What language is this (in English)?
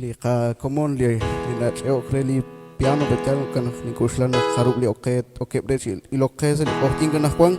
Kekchí